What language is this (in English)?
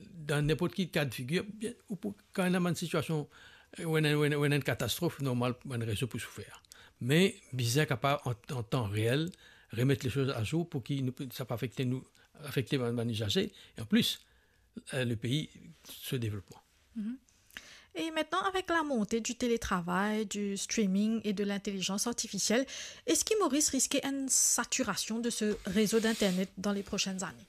Morisyen